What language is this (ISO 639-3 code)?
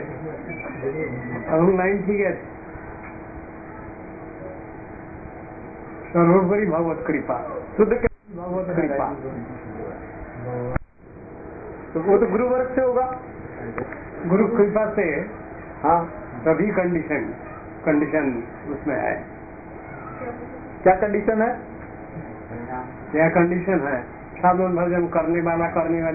ben